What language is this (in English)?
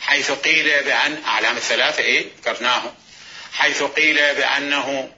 Mesopotamian Arabic